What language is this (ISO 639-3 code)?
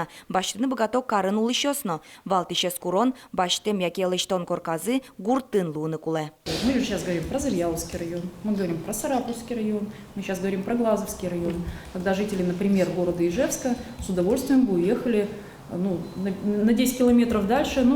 udm